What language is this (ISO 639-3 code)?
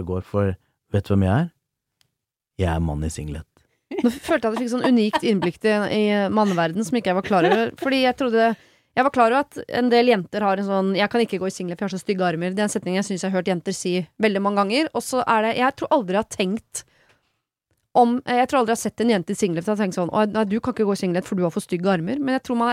nor